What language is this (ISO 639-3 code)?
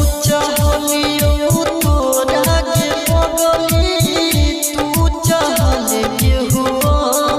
bho